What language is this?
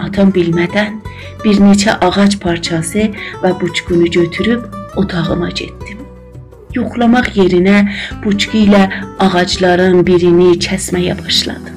South Azerbaijani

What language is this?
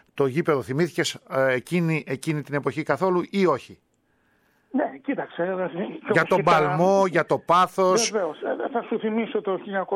Greek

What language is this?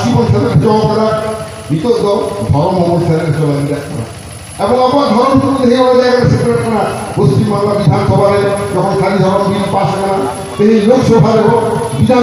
Santali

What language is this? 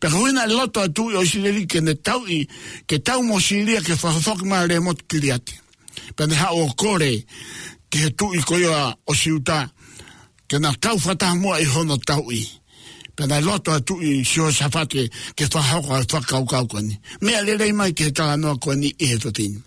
Tongan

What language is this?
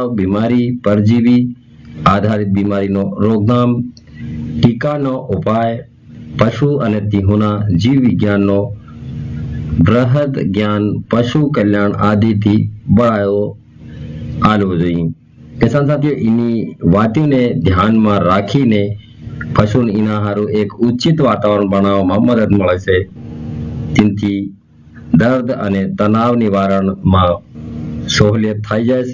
Gujarati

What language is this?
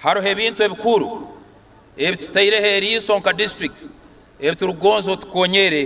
Nyankole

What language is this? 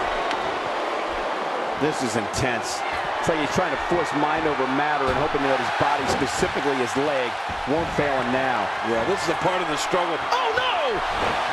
English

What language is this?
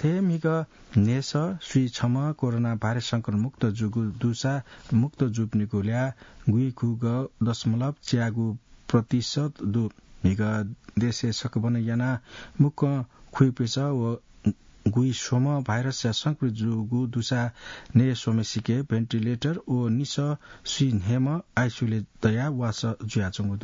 Newari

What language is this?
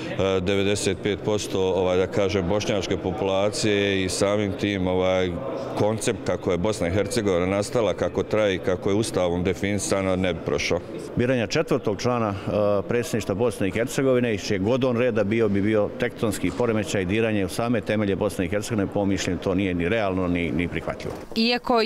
Bosnian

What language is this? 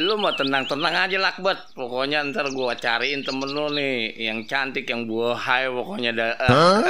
Betawi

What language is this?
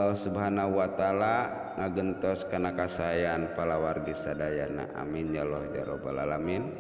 Sundanese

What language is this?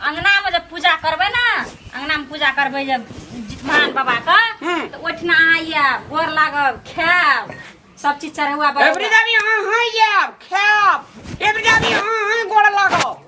Maithili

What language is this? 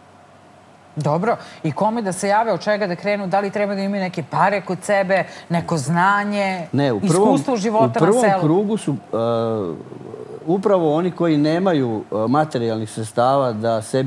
Serbian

